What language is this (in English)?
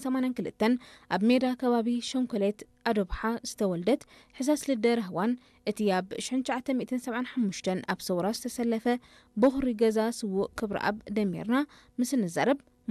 Tigrinya